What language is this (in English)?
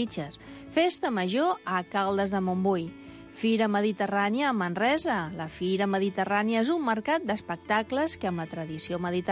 Catalan